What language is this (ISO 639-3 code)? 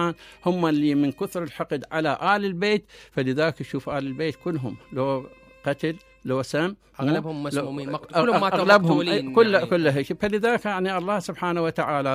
acm